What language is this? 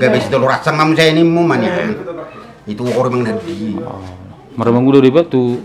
Batak Toba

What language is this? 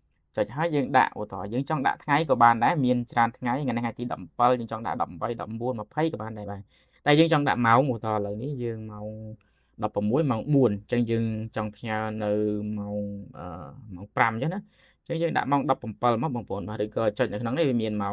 Khmer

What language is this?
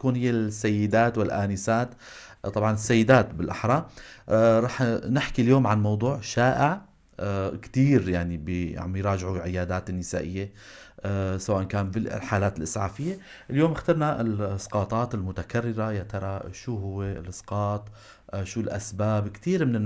North Levantine Arabic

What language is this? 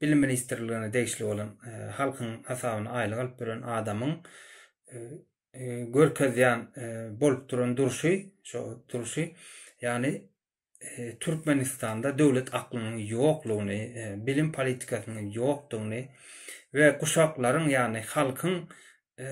Turkmen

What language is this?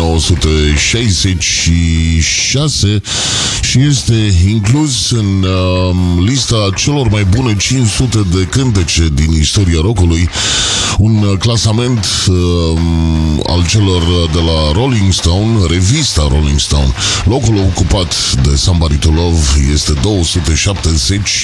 Romanian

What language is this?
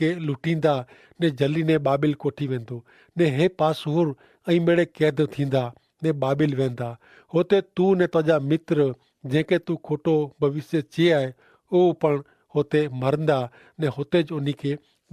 Kachhi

